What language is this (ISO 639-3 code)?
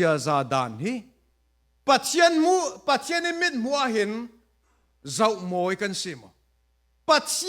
cfm